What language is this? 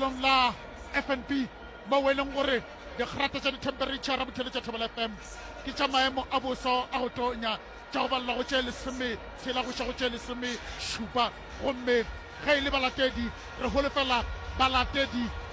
Northern Sotho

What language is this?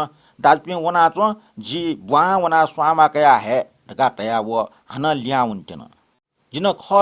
Newari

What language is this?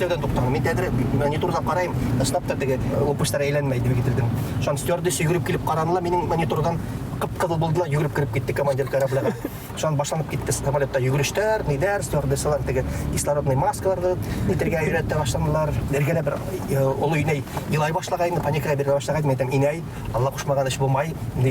Bashkir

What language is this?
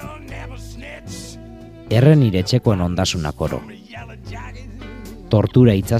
Basque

